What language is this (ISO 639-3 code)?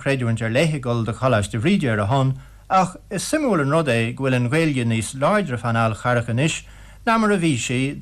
gle